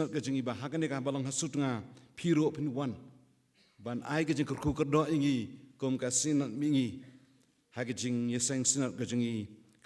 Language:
Khasi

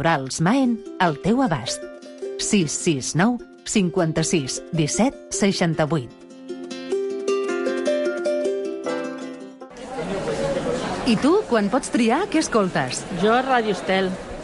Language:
Catalan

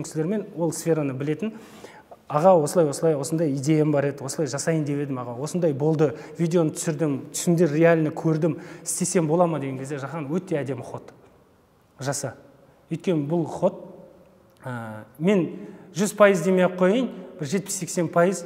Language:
Kazakh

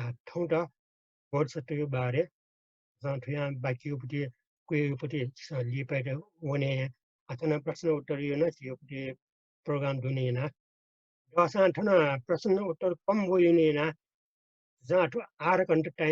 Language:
Newari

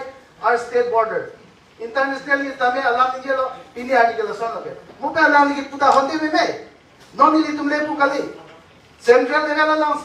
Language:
Karbi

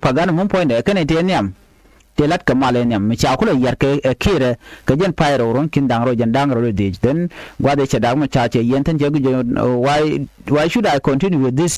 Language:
Nuer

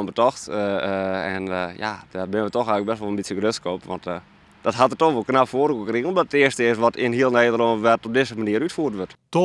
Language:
Western Frisian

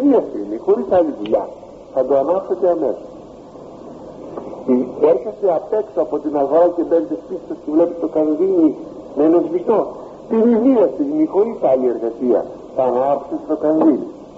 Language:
Greek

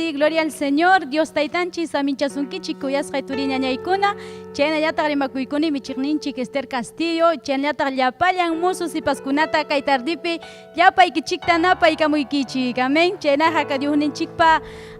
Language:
Ayacucho Quechua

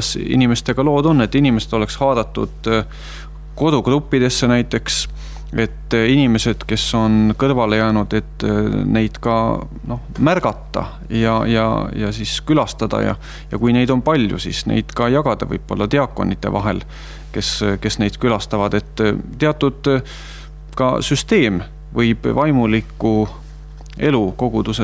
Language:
Estonian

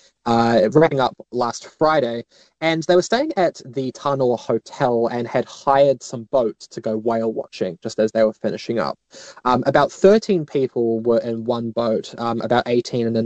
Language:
English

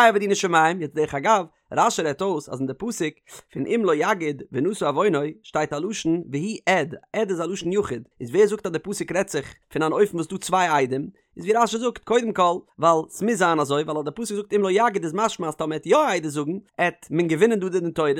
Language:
Yiddish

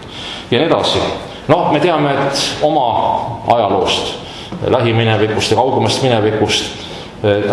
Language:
Estonian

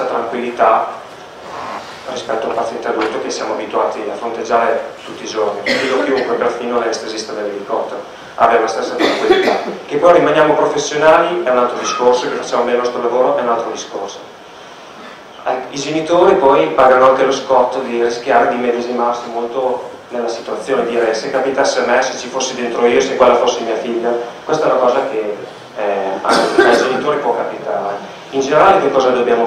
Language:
Italian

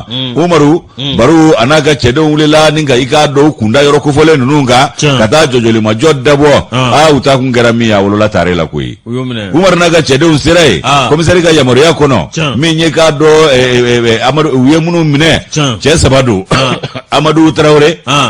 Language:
Bambara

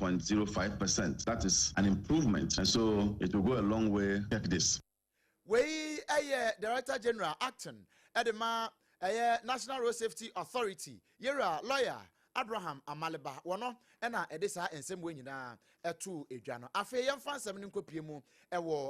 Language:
Akan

